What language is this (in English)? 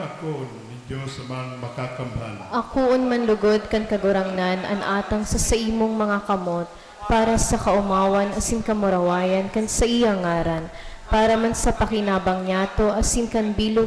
Bikol